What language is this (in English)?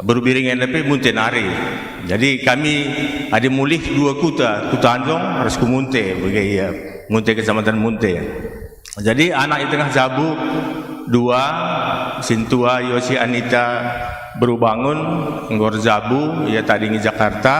Batak Karo